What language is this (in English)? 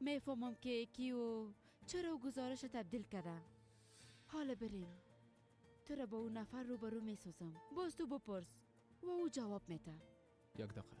Persian